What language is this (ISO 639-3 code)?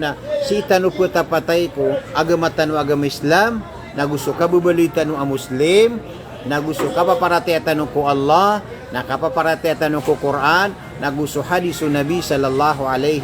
mrw